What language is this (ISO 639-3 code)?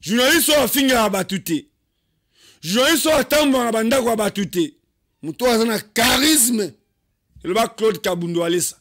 lin